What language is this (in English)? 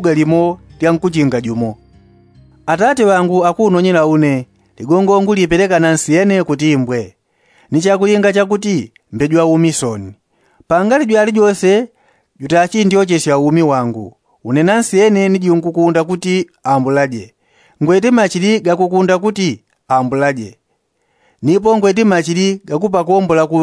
Yao